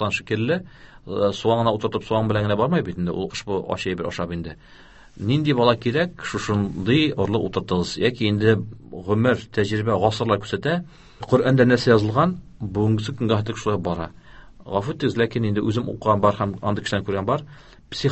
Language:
Tatar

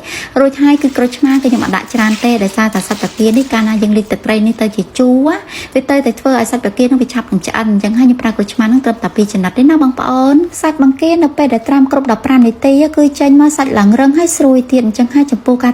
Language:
Khmer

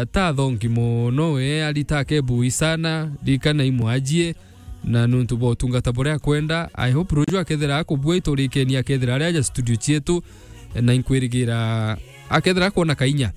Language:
Meru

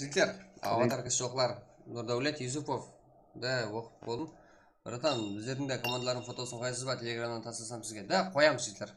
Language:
Kara-Kalpak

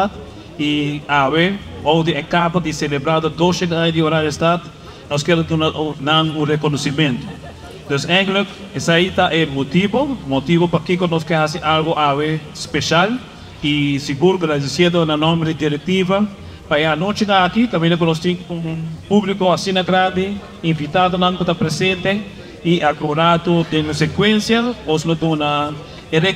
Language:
Papiamento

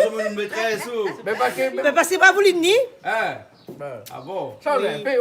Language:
Réunion Creole French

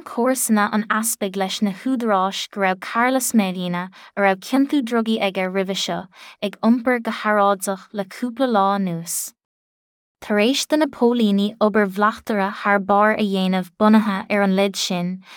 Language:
Irish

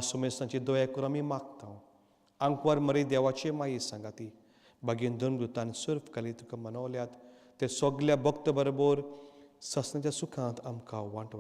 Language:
Konkani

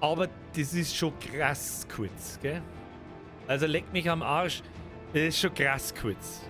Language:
Bavarian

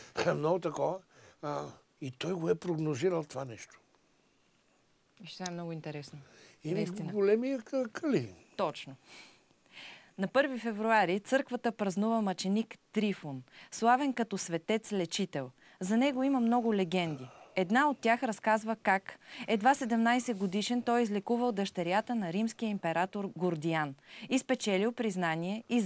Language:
Bulgarian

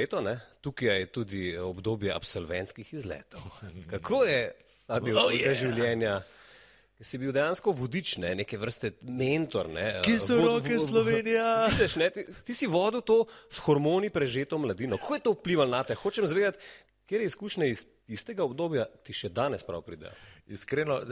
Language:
Slovenian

